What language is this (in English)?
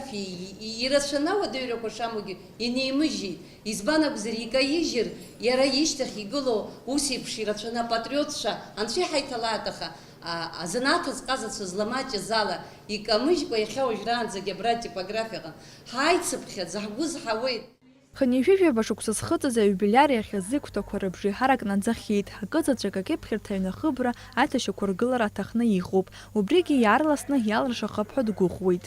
Abkhazian